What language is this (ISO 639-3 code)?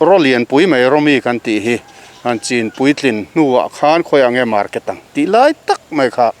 lus